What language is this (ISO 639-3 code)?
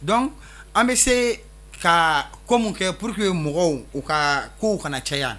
bam